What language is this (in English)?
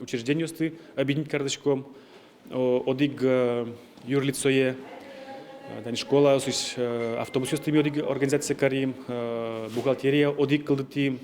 Udmurt